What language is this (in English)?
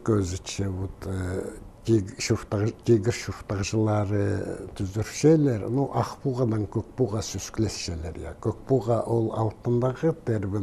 Khakas